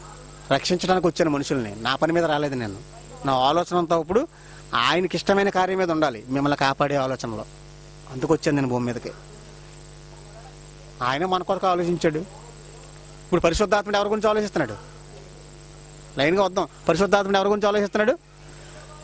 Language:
Telugu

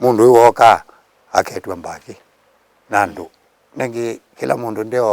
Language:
Kamba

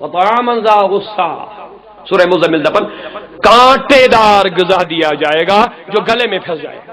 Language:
Kashmiri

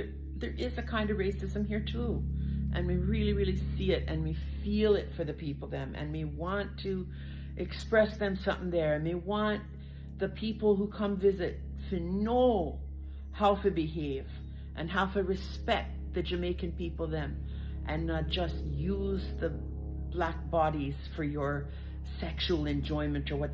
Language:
Jamaican Creole English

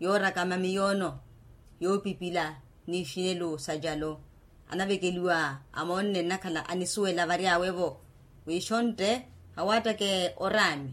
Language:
Makhuwa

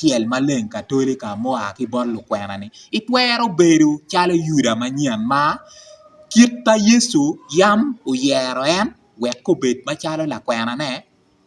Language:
Acoli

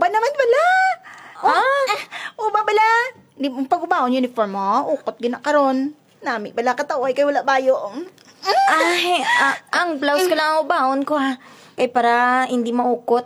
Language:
Hiligaynon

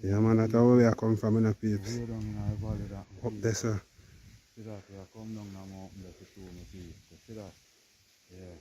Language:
Jamaican Creole English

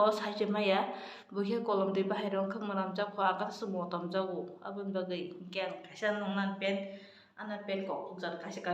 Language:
Kok Borok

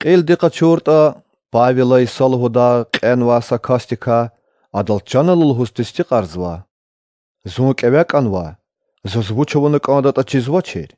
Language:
Lezghian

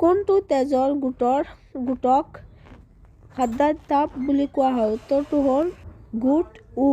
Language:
Assamese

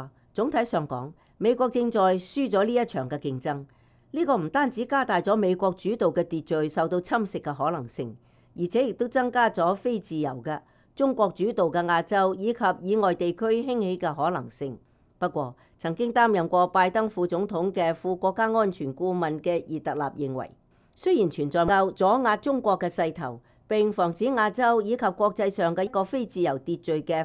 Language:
Cantonese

